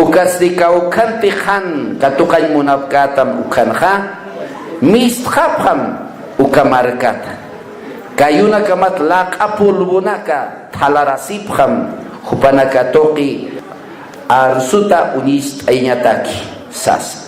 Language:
Aymara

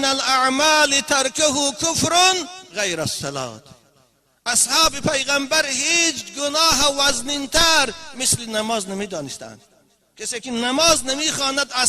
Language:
Tajik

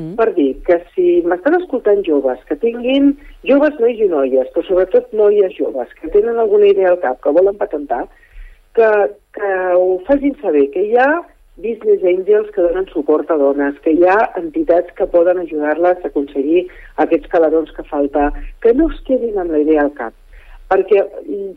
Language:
Catalan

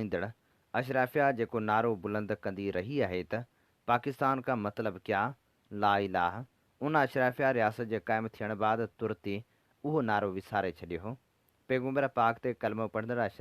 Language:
Sindhi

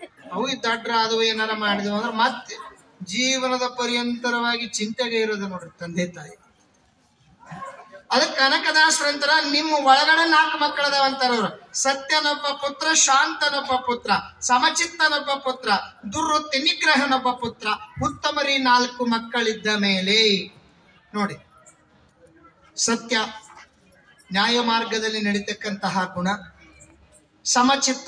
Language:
Kannada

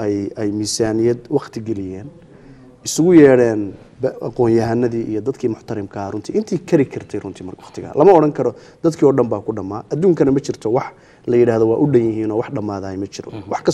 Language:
Somali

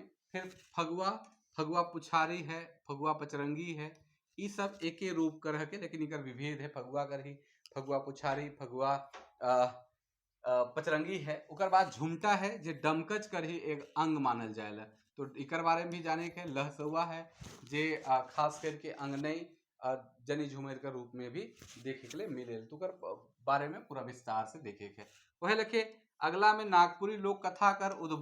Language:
Sadri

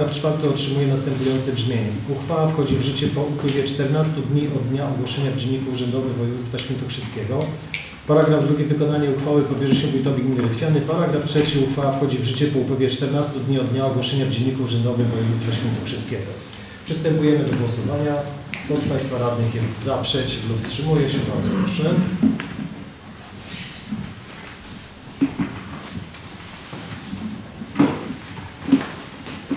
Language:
Polish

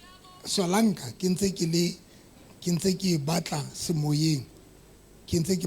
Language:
Southern Sotho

